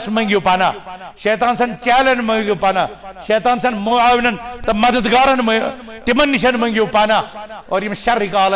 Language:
Kashmiri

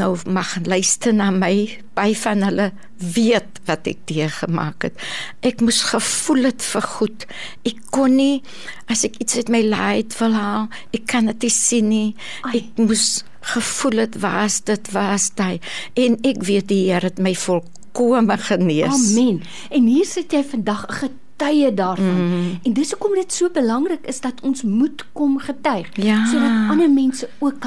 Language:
Afrikaans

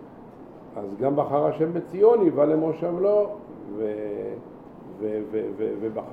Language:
Hebrew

